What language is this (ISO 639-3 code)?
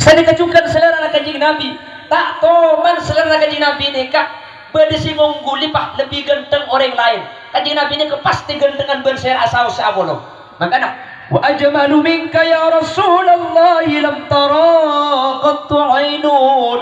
mad